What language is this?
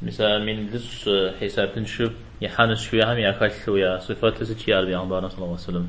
Kabardian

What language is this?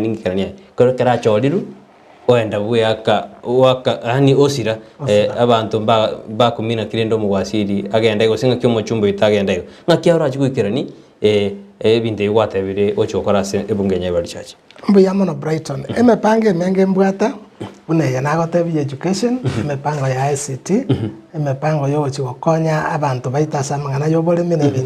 Gusii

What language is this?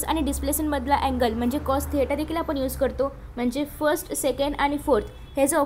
Marathi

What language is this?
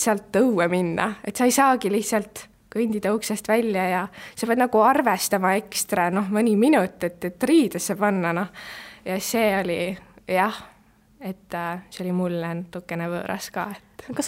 Estonian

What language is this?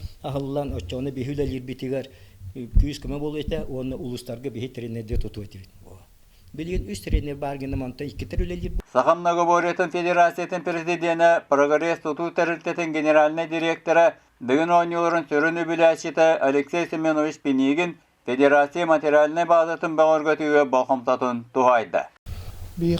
Yakut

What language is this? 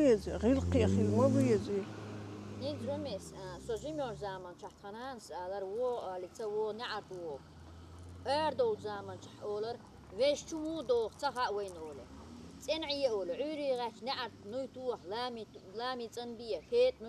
Chechen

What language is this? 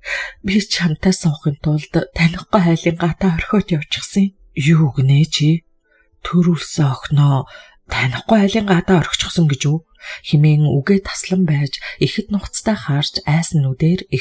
Mongolian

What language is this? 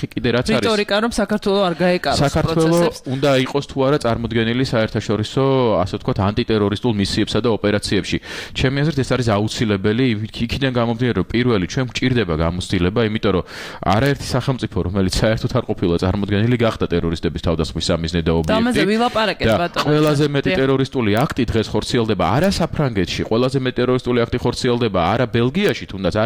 Georgian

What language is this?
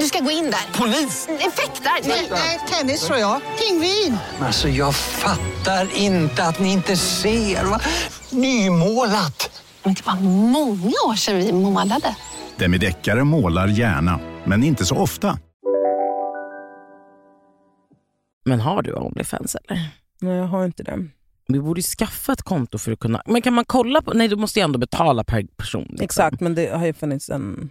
Swedish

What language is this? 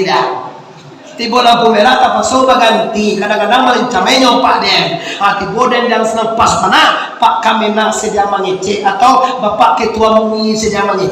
Minangkabau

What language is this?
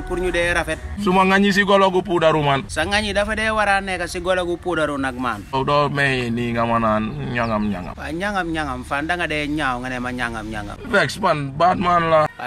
Wolof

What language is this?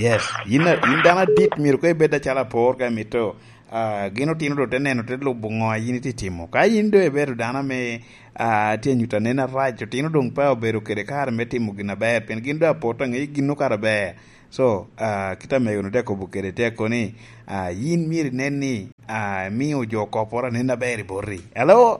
Lango (Uganda)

